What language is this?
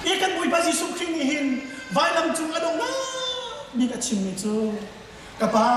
Hakha Chin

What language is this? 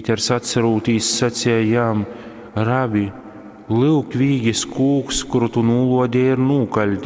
Latgalian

